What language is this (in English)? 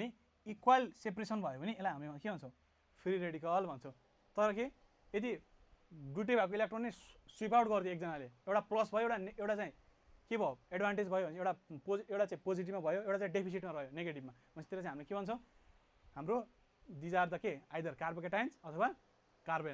Nepali